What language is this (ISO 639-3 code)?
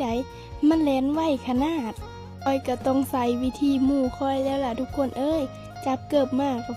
lao